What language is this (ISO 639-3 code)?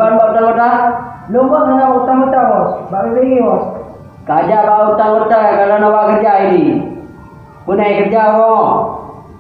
ace